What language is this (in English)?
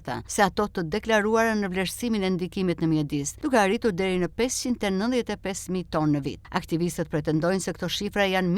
Albanian